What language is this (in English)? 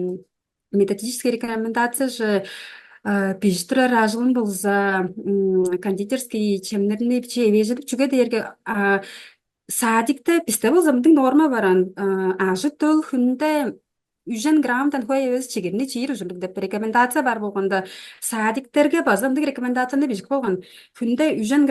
Tuvinian